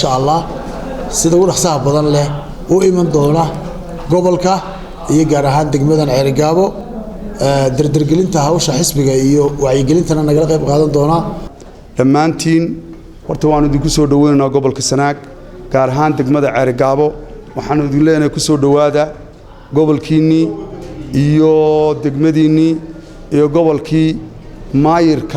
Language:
Somali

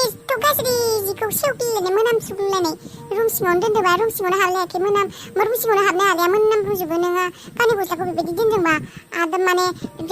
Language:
Bodo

